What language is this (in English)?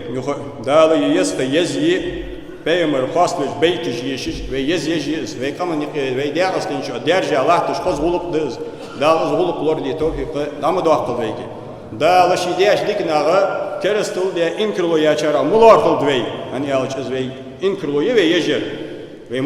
Ingush